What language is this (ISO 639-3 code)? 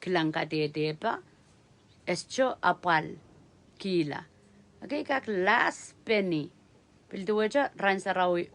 pon